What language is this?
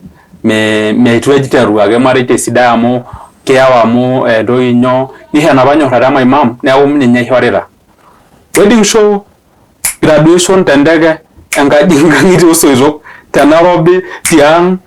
Masai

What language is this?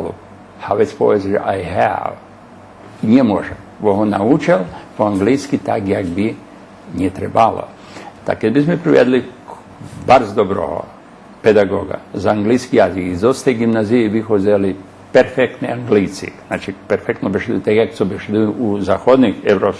Rusyn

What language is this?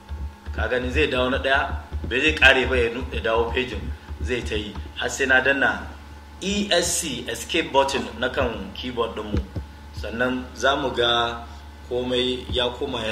Hausa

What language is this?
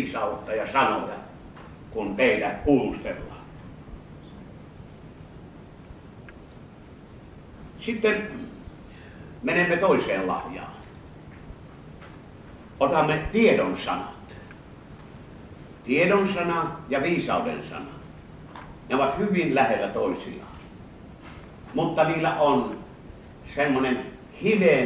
Finnish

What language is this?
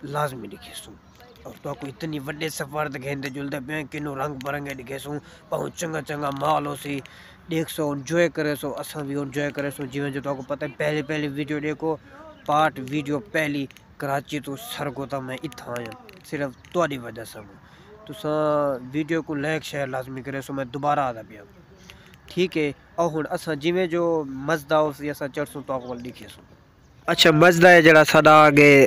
Saraiki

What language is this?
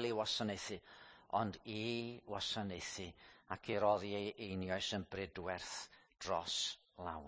Welsh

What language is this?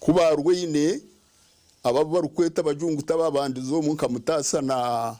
Nyankole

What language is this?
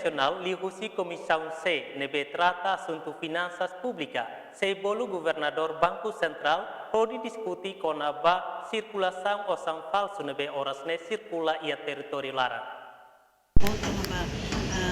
Tetum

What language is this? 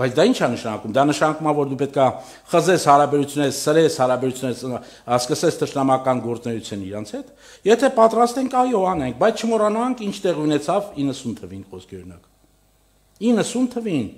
Armenian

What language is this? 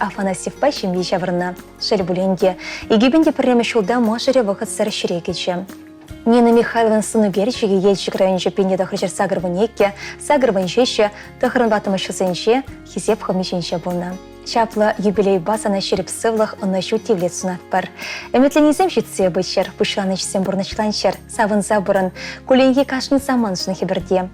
Chuvash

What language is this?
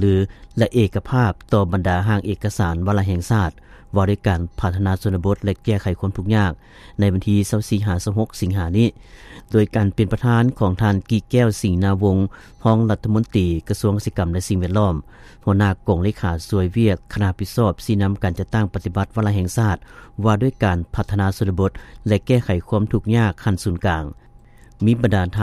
Lao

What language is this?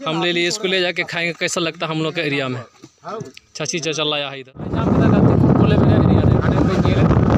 Santali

